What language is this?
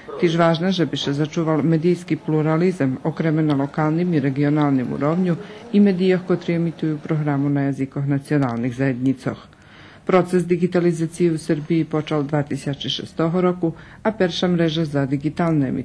Rusyn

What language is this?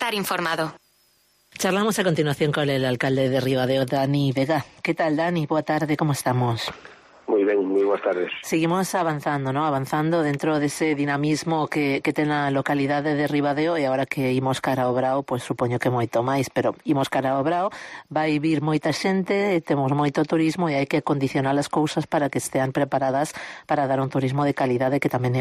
Galician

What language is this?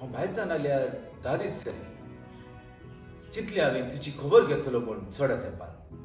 Konkani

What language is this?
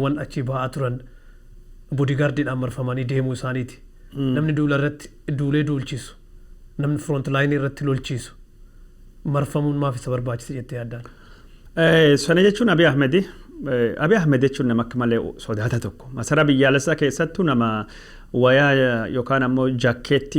Oromo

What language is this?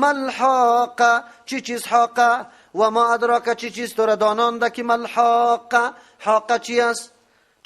Persian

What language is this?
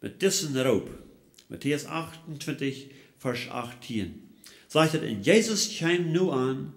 Plautdietsch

